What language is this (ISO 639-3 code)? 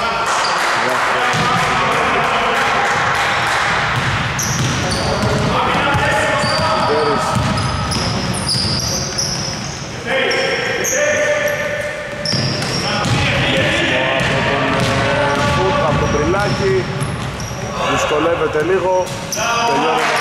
ell